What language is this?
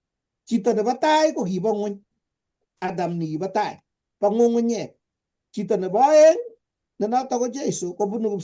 Kalenjin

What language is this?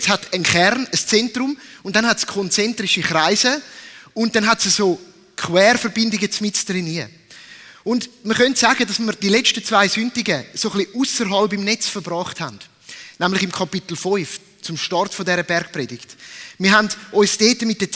Swiss German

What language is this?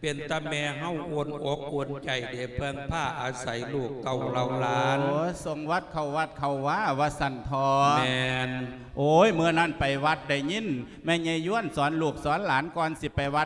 Lao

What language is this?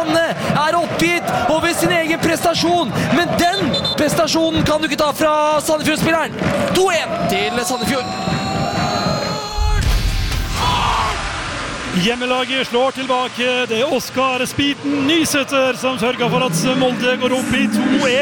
Norwegian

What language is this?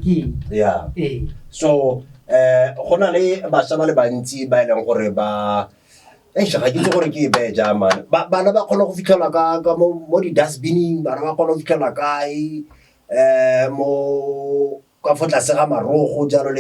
Tswana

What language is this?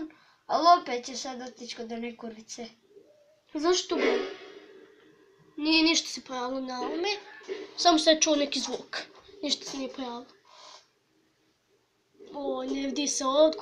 Croatian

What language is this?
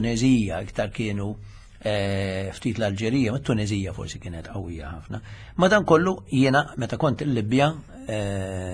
Maltese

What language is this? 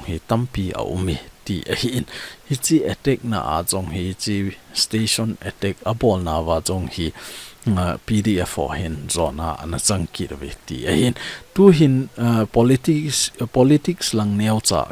Thado Chin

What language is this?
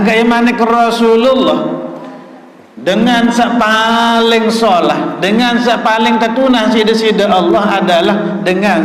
Sasak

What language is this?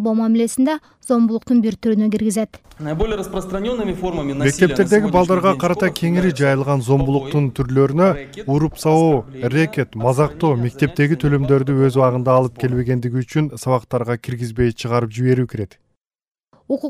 Kyrgyz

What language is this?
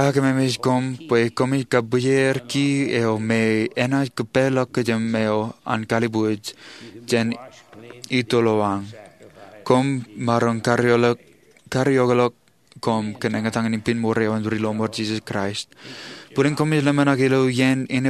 Marshallese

